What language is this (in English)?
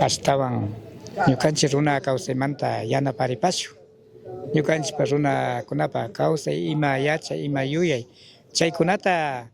Chimborazo Highland Quichua